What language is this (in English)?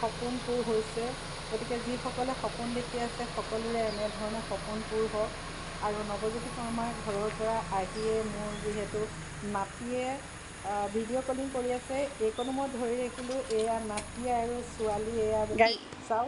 Assamese